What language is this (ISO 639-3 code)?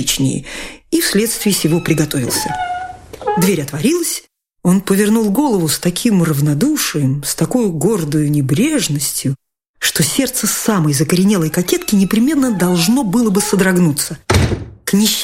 rus